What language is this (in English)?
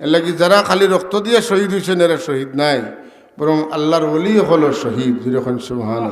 Sylheti